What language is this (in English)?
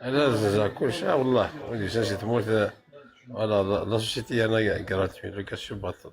Kabyle